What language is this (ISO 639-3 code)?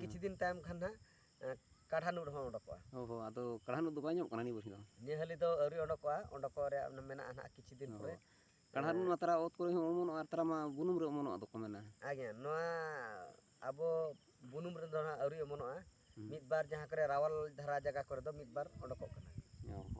sat